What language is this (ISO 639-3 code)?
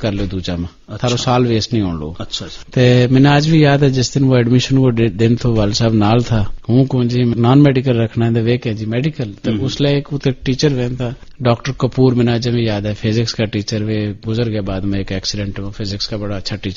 gju